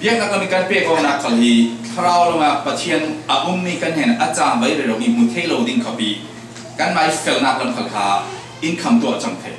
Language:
Falam Chin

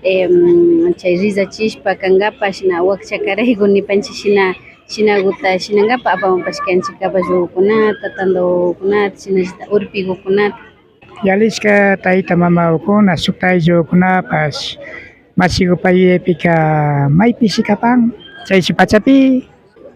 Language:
Imbabura Highland Quichua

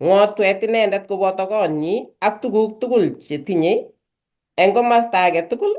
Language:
Kalenjin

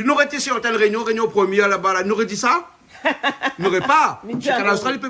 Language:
Réunion Creole French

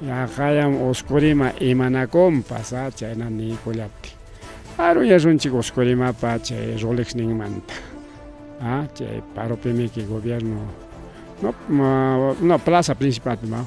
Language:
Ayacucho Quechua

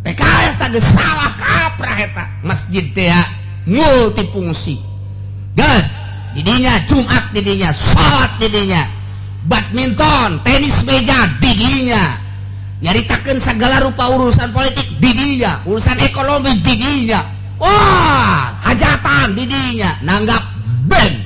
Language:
Sundanese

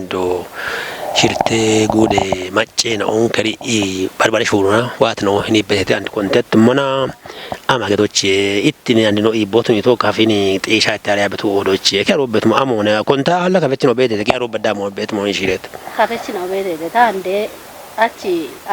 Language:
Kafa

